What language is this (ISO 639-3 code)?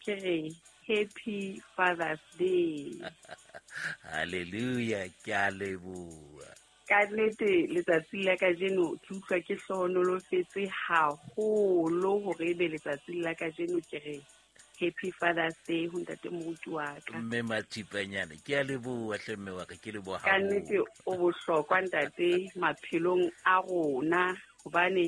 sot